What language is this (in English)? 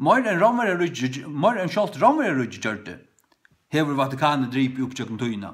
Faroese